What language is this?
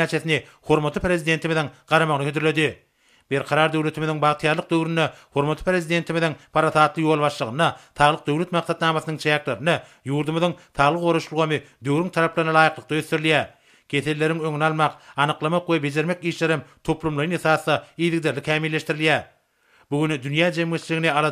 Turkmen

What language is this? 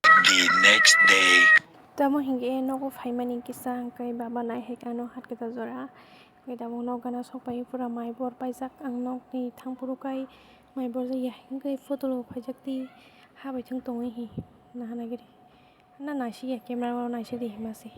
Kok Borok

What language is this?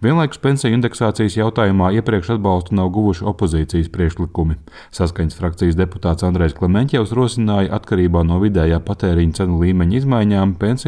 Latvian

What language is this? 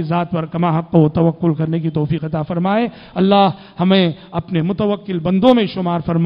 Urdu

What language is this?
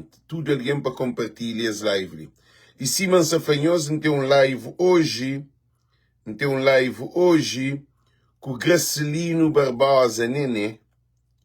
Kabuverdianu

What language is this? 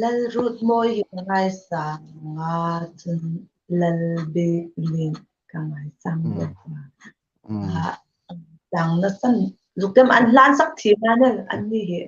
Hmar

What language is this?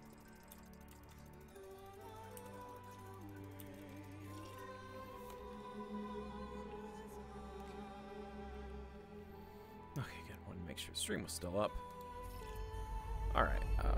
English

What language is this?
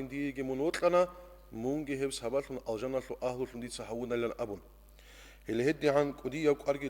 Avaric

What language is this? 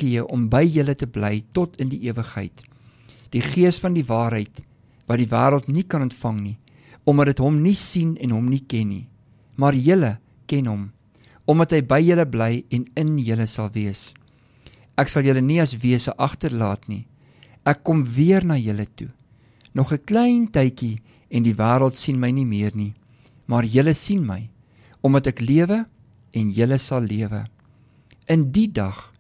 Afrikaans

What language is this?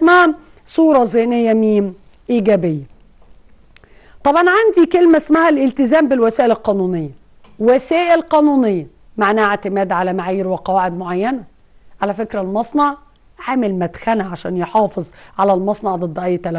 Egyptian Arabic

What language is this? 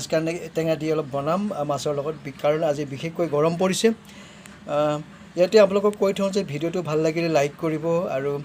Assamese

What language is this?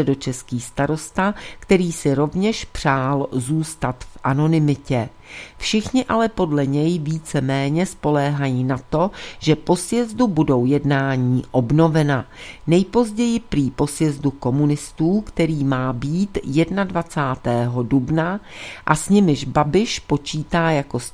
Czech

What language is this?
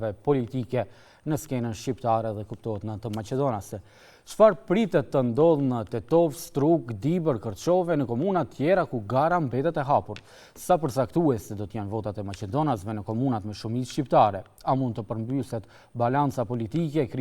Albanian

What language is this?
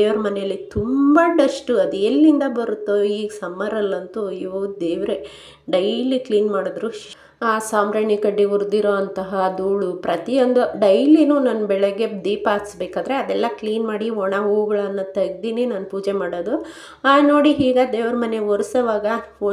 Kannada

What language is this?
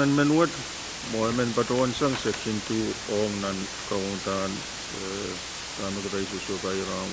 Pohnpeian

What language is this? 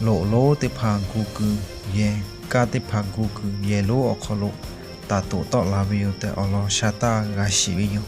Lahu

